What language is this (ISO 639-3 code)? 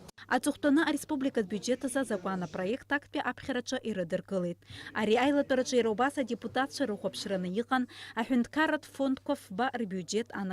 abk